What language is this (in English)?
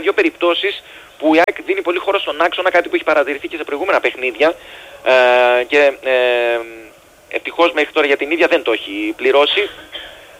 Greek